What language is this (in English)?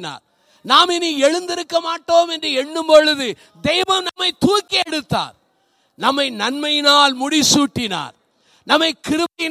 Tamil